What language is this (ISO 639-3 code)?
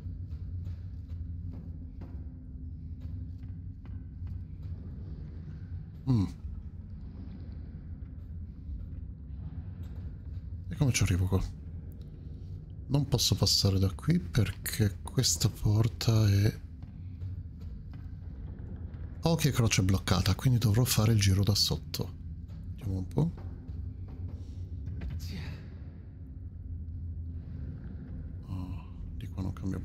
ita